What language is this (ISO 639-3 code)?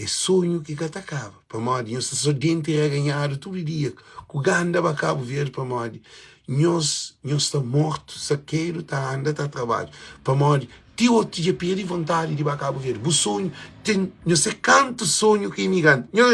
kea